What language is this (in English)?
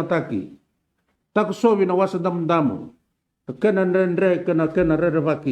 Fijian